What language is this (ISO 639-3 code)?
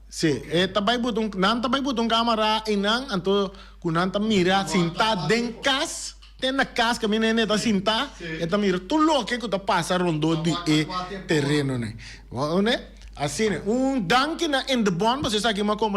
pap